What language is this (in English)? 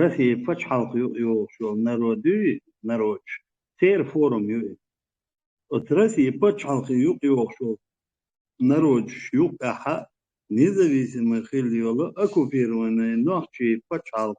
Chechen